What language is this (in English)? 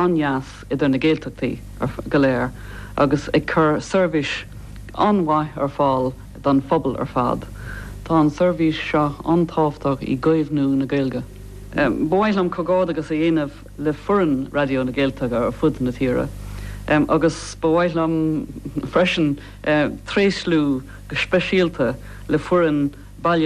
Irish